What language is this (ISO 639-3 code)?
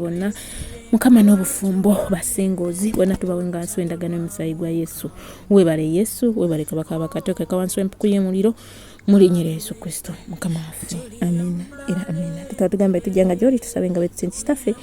lug